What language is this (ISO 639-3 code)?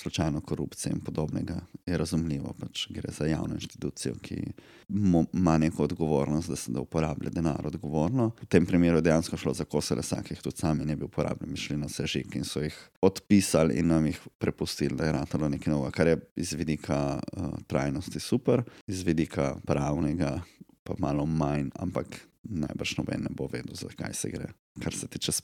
slv